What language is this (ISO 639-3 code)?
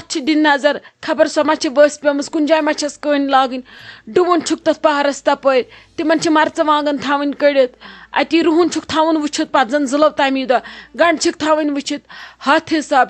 kas